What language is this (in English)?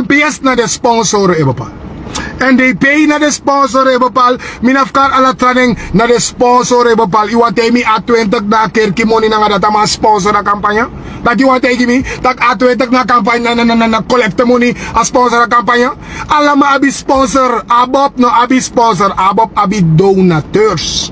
Sranan Tongo